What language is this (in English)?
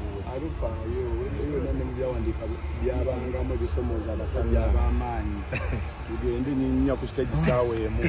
Ganda